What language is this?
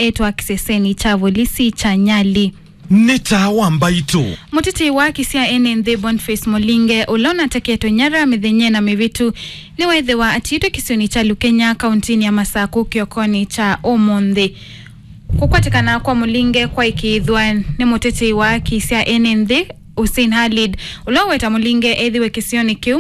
Kamba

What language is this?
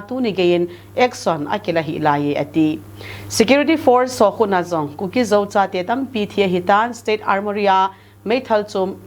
Thado Chin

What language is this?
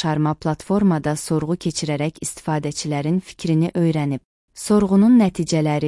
Azerbaijani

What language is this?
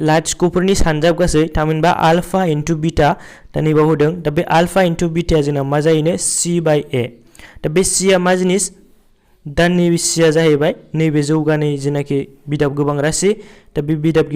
Bodo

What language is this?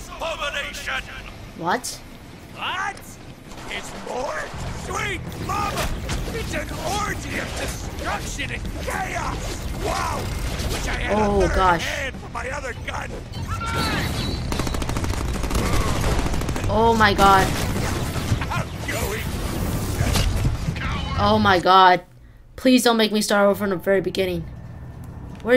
English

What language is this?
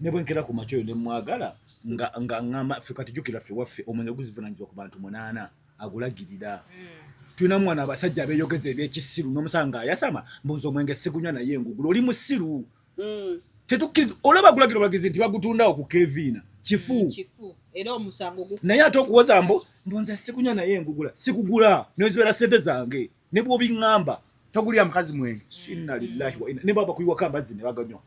Ganda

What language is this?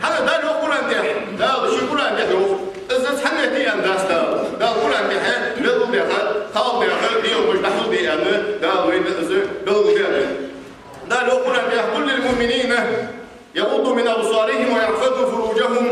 Ingush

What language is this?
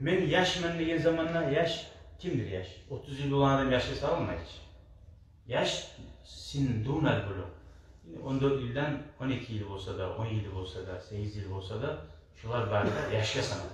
Kumyk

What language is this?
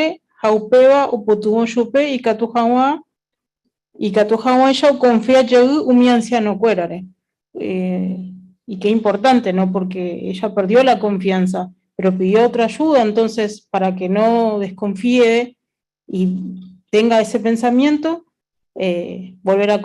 Guarani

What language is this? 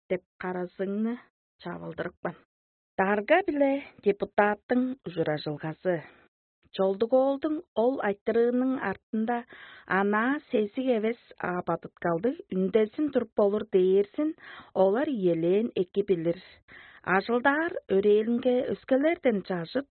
Tuvinian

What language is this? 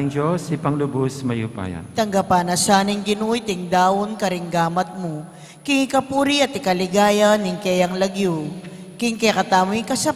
Pampanga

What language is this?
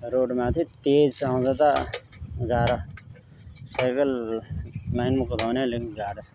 Nepali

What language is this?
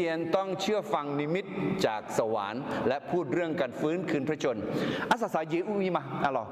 Akha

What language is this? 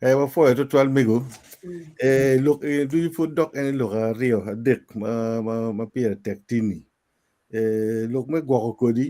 Acoli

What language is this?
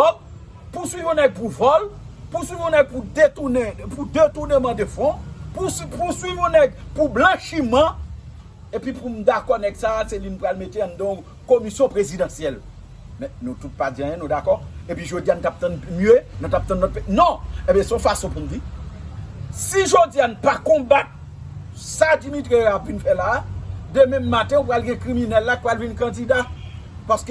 Haitian Creole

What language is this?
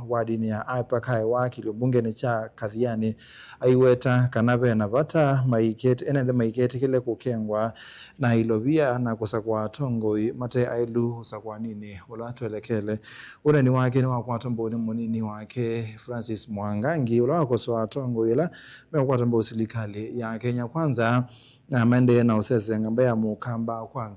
Kamba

